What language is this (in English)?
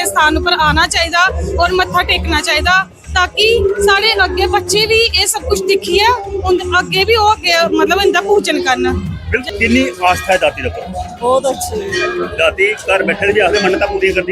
Dogri